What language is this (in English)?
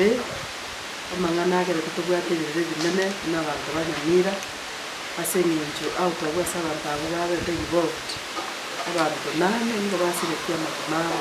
Gusii